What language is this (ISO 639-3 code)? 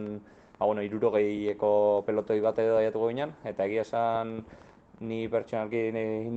eus